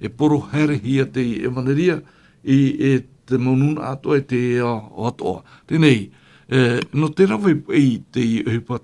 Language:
Tahitian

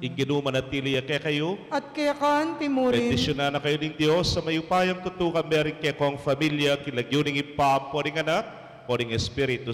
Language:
Pampanga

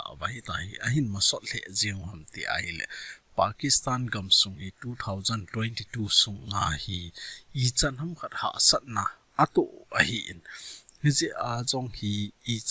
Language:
Thado Chin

